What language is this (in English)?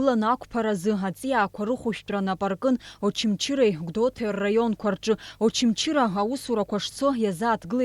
Abkhazian